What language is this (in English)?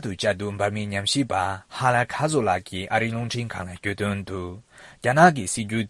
Tibetan